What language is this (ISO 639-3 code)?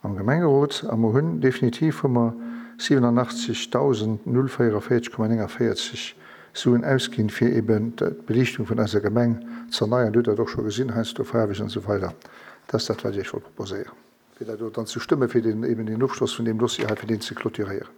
ltz